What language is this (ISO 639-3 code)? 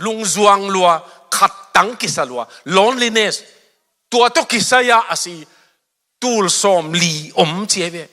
ctd